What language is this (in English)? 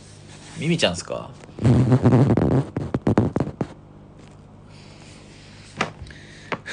Japanese